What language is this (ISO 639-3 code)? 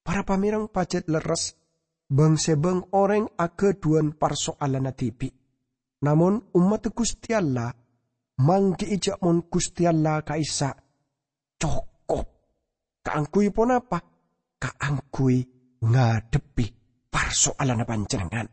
mad